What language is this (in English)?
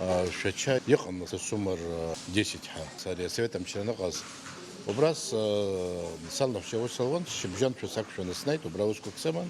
Abkhazian